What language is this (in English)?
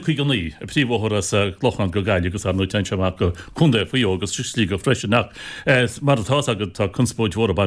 Irish